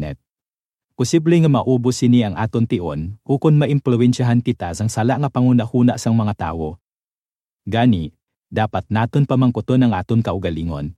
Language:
Hiligaynon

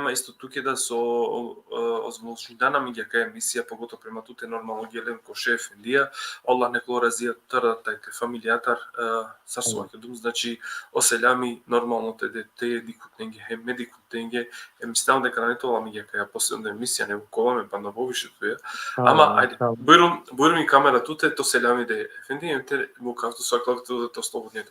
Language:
Balkan Romani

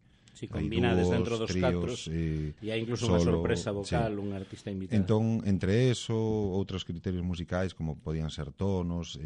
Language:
Galician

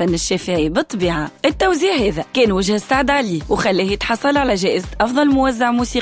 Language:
Tunisian Arabic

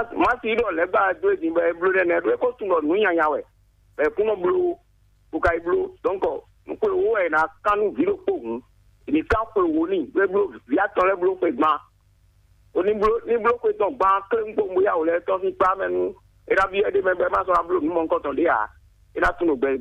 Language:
Fon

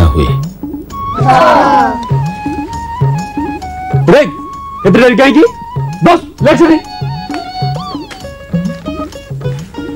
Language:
Odia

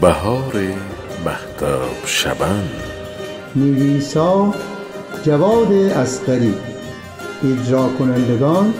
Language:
Gilaki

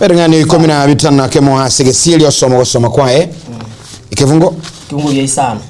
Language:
Gusii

